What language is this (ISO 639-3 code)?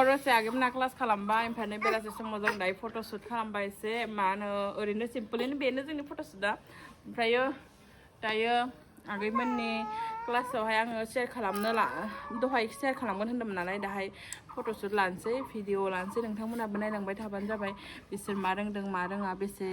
brx